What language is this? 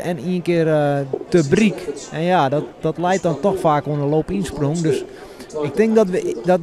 Western Frisian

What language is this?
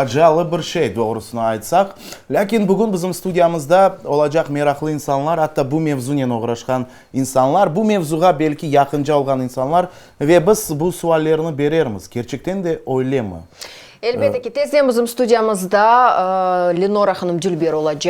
Crimean Tatar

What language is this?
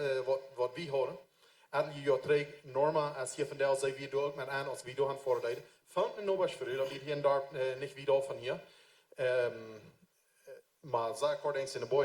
Plautdietsch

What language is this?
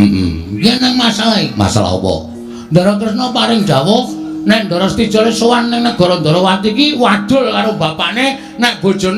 Javanese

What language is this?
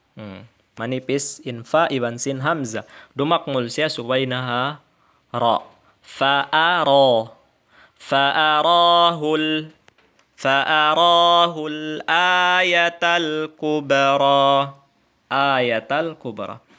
Tausug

